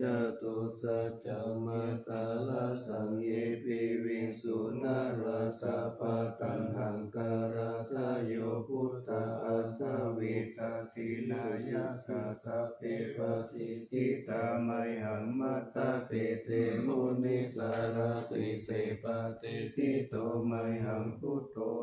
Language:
Pali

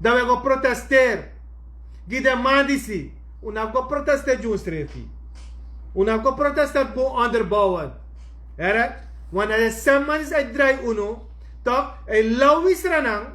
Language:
Sranan Tongo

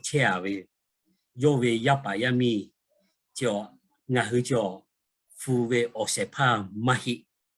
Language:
Lahu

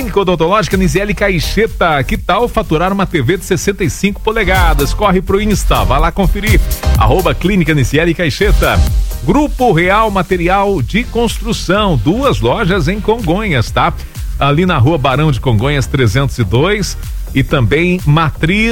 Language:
Portuguese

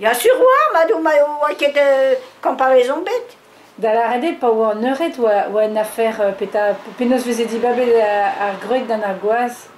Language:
Breton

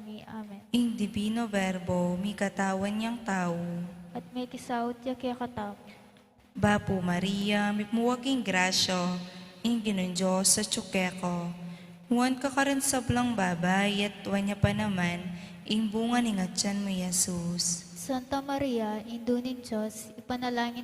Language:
Pampanga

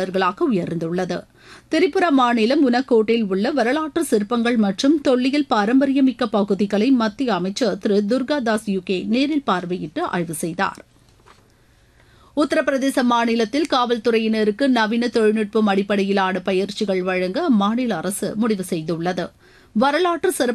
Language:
Tamil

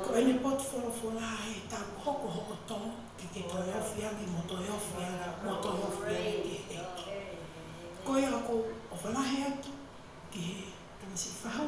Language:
Tongan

